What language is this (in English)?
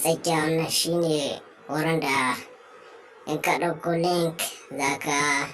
Hausa